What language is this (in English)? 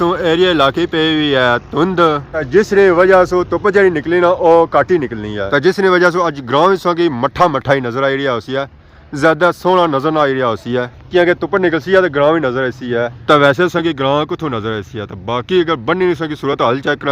Pahari-Potwari